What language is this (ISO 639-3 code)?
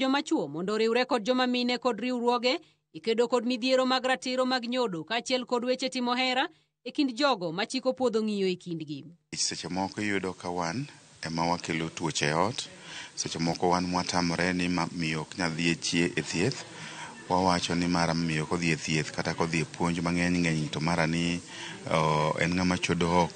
luo